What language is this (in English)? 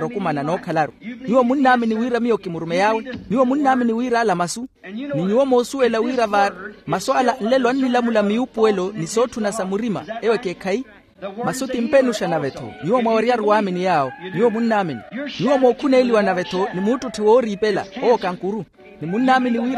Makhuwa